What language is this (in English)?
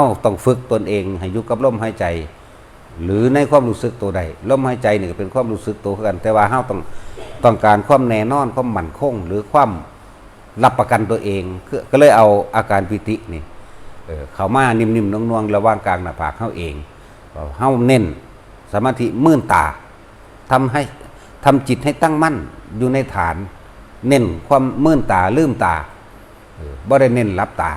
Northeastern Thai